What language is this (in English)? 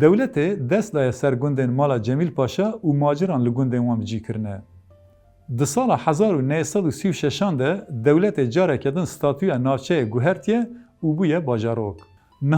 Kurdish